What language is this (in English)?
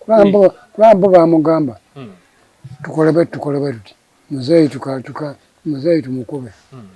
Ganda